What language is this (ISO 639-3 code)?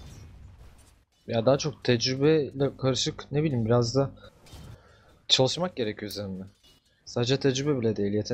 tur